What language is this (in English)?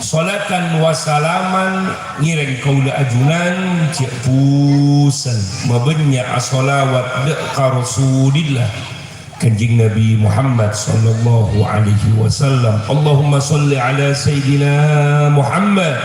Madurese